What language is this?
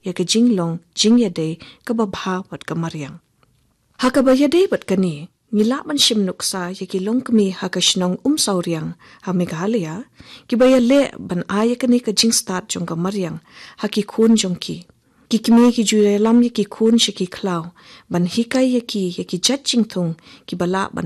Khasi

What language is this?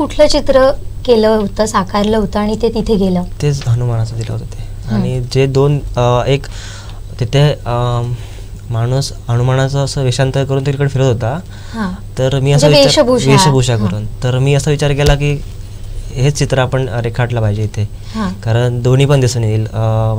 Marathi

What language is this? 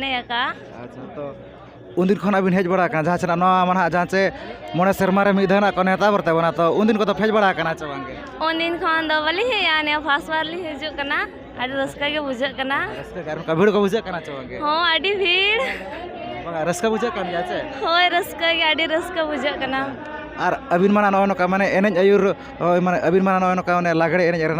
Santali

